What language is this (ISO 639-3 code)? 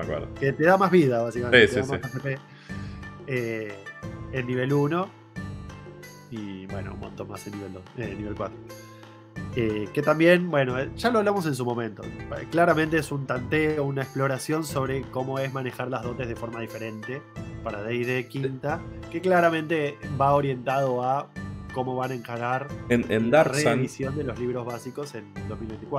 spa